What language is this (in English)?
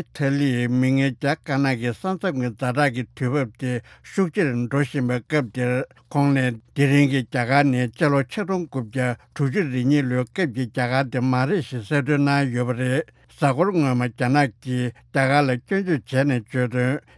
Tibetan